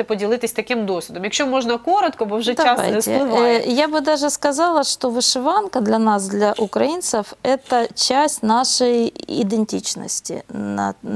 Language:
Ukrainian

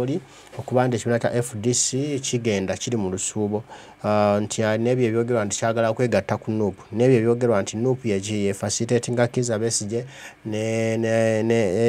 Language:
Ganda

